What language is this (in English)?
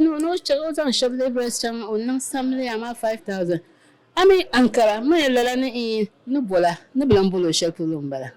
Dagbani